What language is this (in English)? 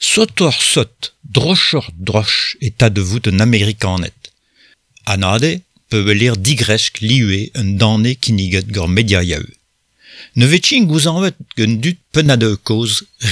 Breton